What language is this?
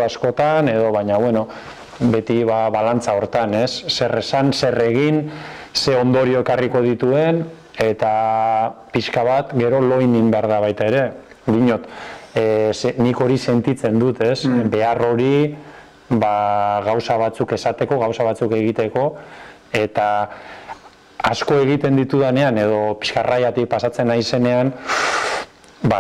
Basque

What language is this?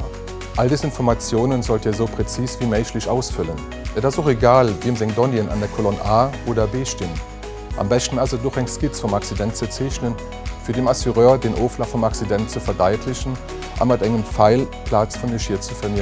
Luxembourgish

